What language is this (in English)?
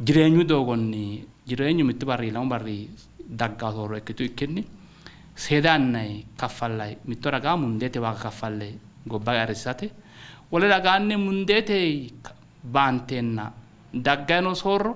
Sidamo